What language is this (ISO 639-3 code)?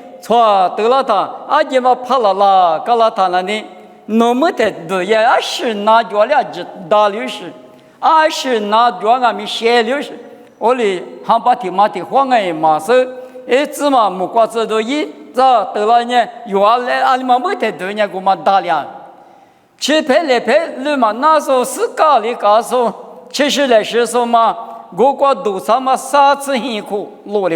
lis